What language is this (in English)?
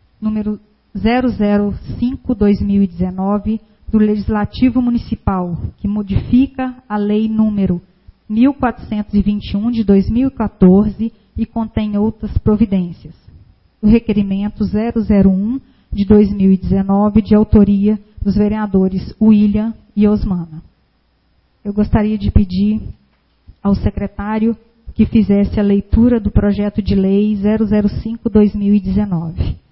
Portuguese